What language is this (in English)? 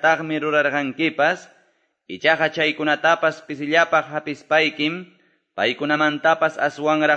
Quechua